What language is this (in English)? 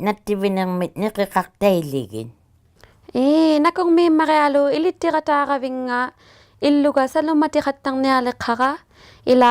Inuktitut